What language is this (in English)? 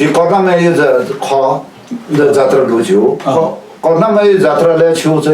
Newari